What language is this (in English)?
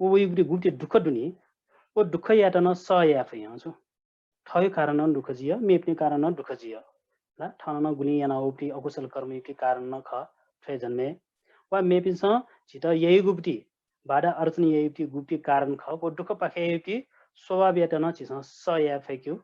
Newari